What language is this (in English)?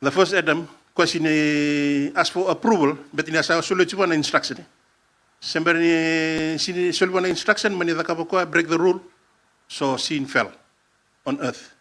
Fijian